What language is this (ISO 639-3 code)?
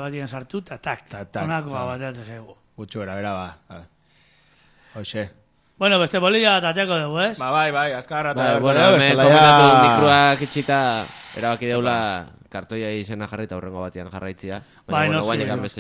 eus